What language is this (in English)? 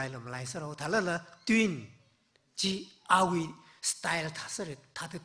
Tangkhul Naga (India)